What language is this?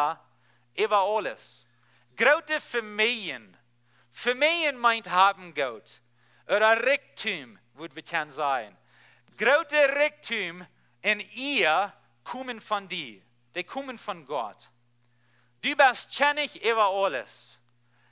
Plautdietsch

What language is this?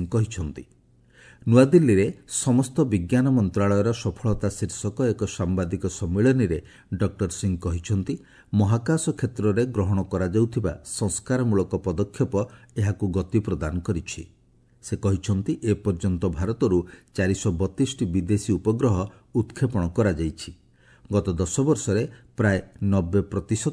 Odia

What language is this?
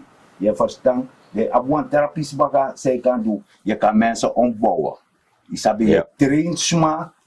Sranan Tongo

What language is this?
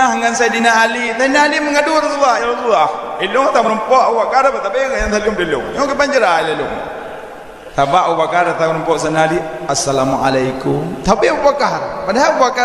Achinese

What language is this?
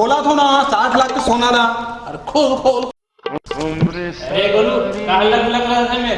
Chhattisgarhi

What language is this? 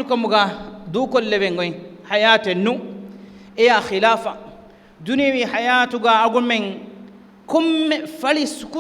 Divehi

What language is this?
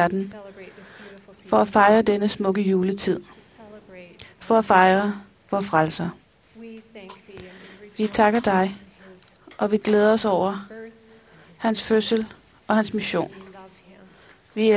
Danish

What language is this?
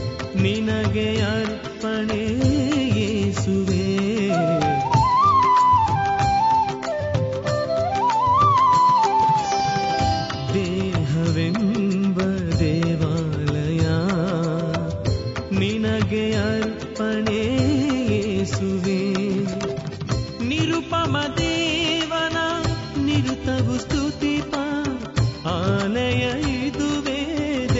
Kannada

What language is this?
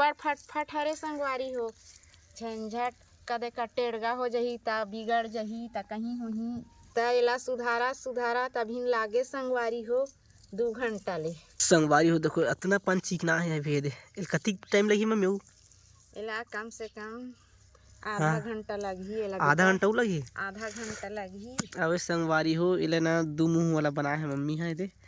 Chhattisgarhi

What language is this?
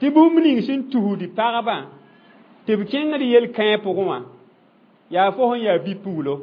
Mossi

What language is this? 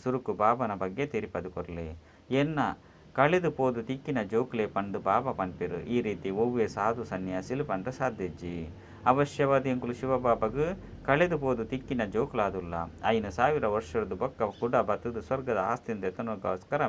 Tulu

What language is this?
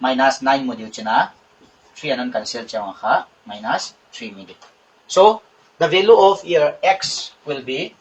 Paite Chin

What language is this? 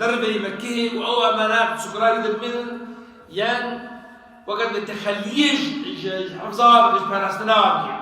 Kurdish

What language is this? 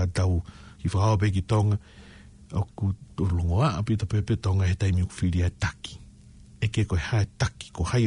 Tongan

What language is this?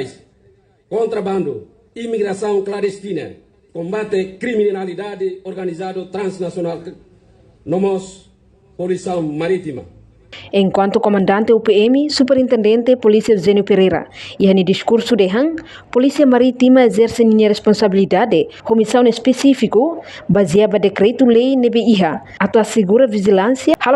Tetum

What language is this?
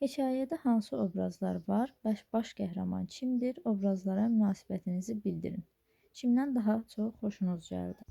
Azerbaijani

